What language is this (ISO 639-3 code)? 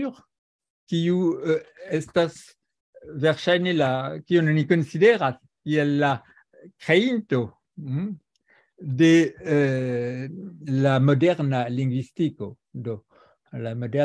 epo